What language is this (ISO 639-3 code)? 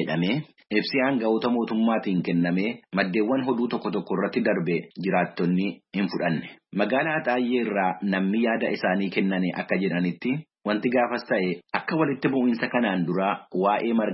orm